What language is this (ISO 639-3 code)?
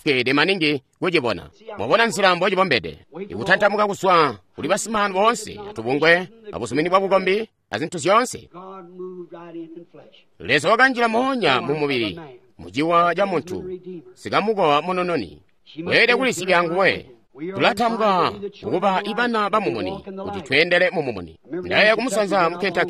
toi